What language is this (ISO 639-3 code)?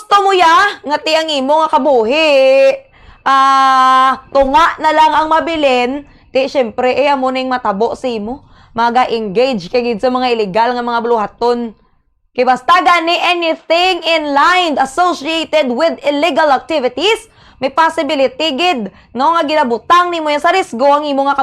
hil